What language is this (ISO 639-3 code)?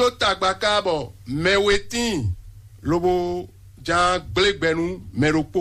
fon